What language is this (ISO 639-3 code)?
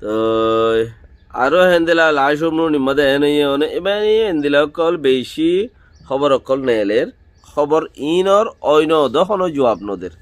rhg